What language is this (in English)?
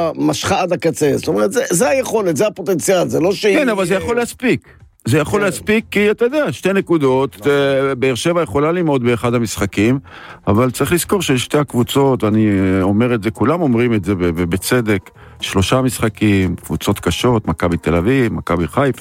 Hebrew